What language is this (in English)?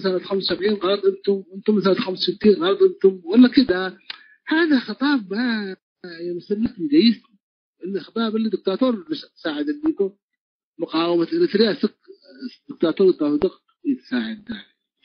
Tigre